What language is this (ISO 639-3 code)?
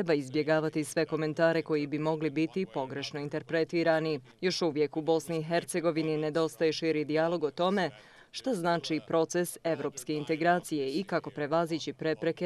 bos